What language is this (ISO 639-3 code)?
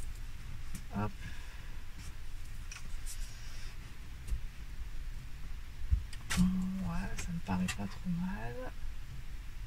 fra